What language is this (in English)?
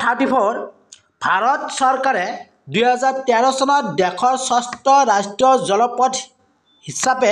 Assamese